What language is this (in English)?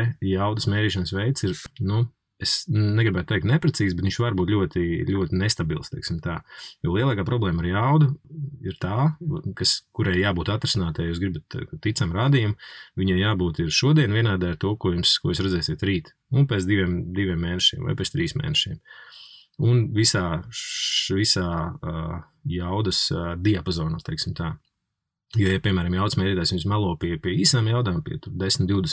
Latvian